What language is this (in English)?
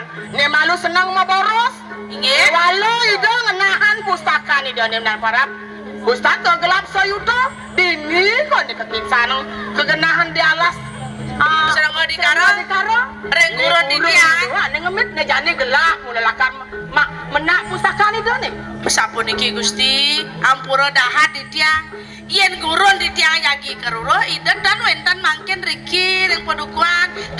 Balinese